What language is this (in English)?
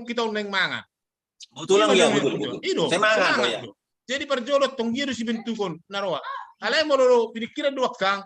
Batak Toba